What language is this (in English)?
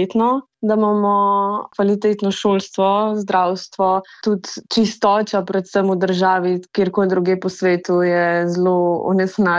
Slovenian